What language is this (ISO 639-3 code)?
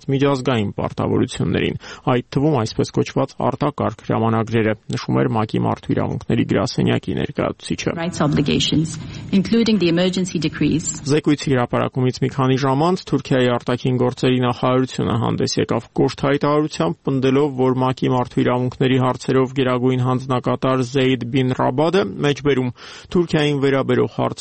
hye